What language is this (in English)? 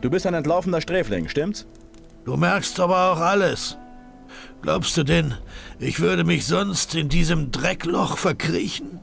Bavarian